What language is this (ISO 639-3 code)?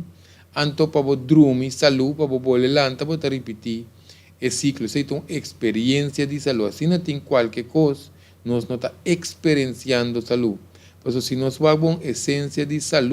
pap